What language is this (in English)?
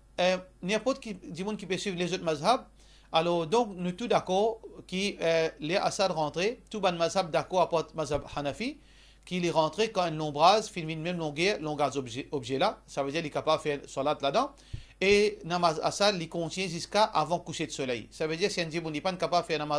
Morisyen